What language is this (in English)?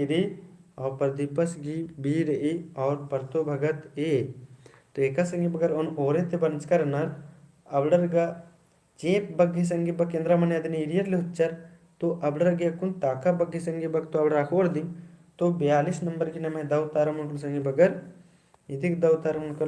Kurukh